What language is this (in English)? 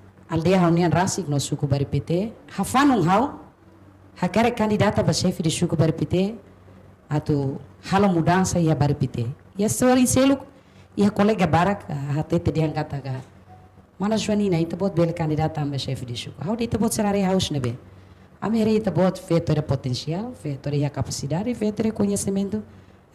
Tetum